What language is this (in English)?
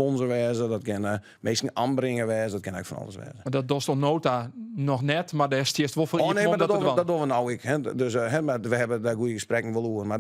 Western Frisian